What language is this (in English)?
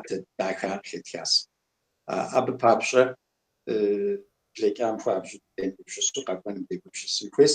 Kabardian